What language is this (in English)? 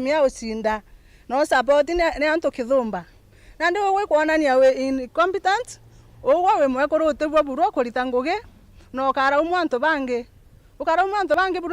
Meru